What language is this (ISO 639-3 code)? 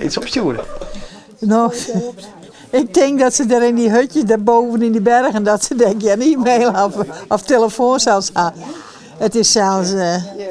fry